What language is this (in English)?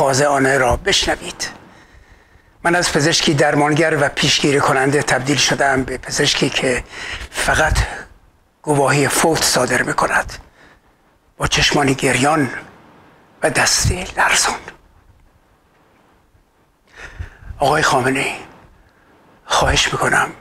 Persian